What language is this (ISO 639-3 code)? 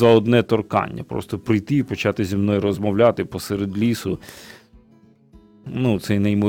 ukr